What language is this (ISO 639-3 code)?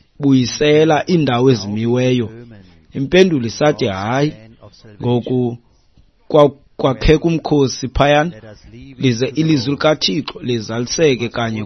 xho